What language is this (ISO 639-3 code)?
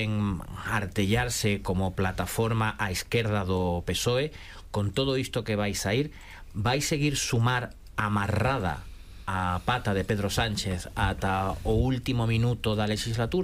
glg